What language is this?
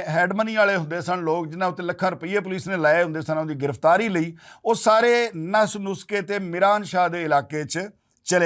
Western Panjabi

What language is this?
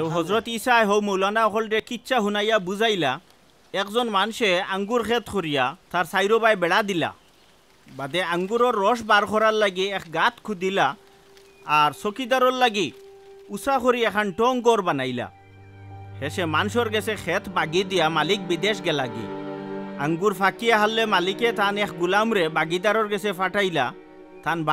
Sylheti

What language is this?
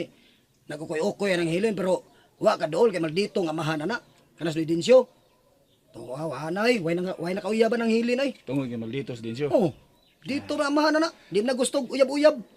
Cebuano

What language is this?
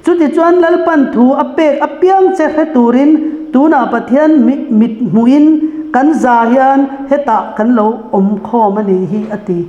Mizo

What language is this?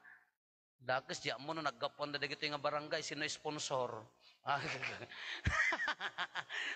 Iloko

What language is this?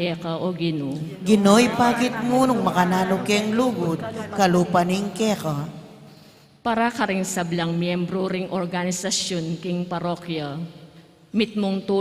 Pampanga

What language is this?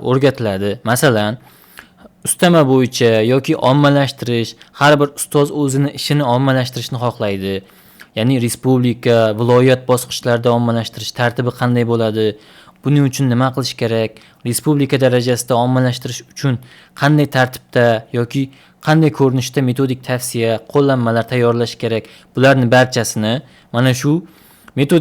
Uzbek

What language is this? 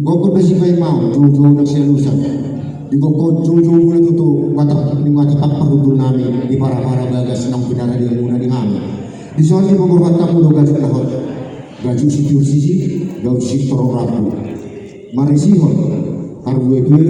Batak Toba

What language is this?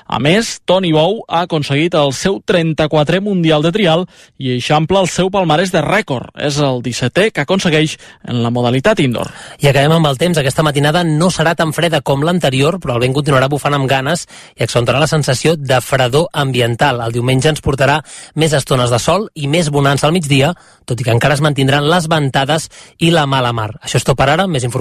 Catalan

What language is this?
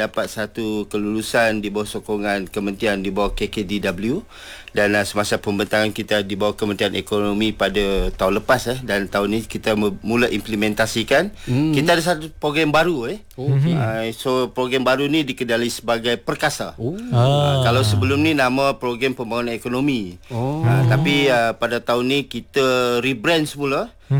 Malay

